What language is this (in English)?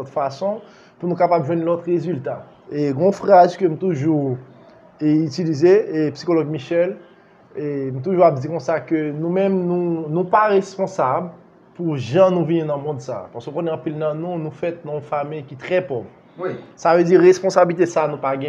Haitian Creole